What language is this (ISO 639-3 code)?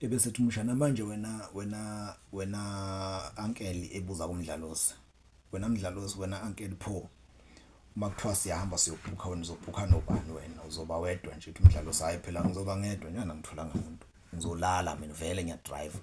zul